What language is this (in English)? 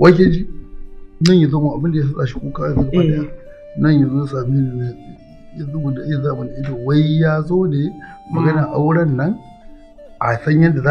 Hausa